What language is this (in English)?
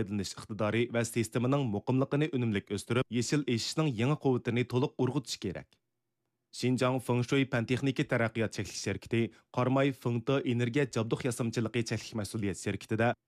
Uyghur